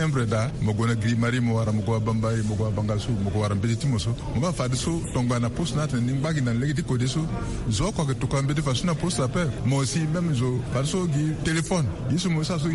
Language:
Sango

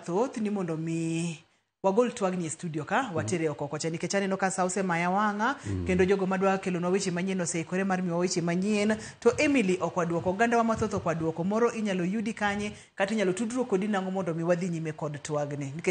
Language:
Luo (Kenya and Tanzania)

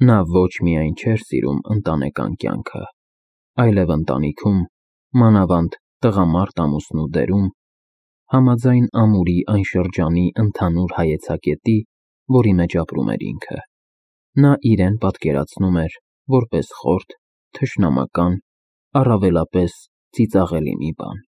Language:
Armenian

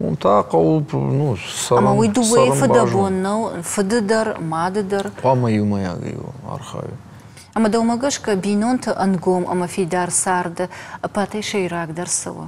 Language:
Ossetic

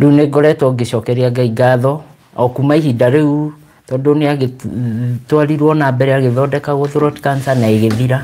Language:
Kikuyu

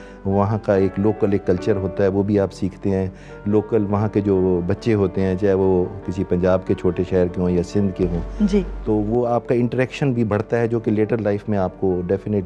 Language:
Urdu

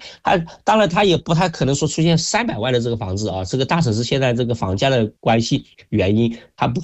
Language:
Chinese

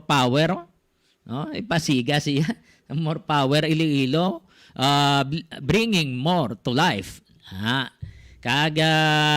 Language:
Hiligaynon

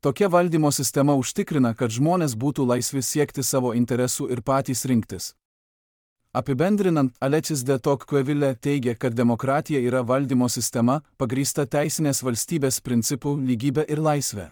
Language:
Lithuanian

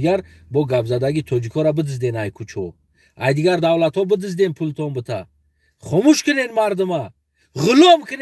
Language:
Tajik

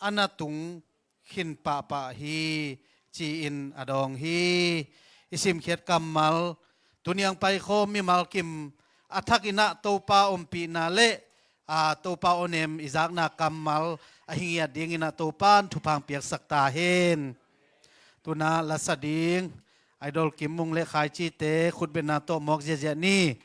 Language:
Tedim Chin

